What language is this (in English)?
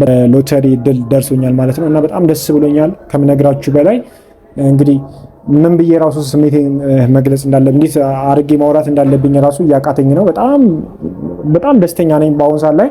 Amharic